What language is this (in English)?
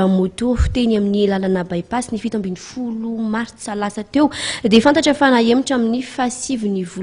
Malagasy